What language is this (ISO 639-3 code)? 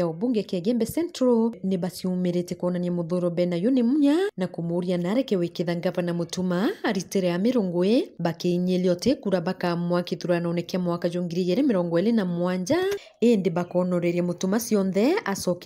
mer